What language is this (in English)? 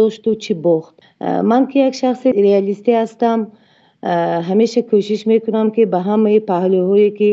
Tajik